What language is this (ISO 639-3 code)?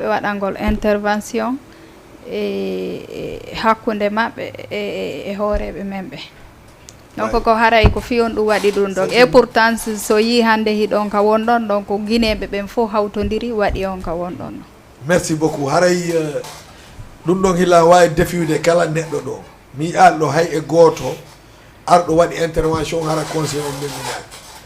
ful